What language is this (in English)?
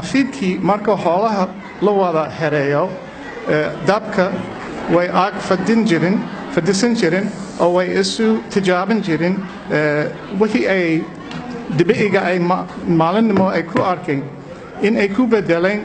Somali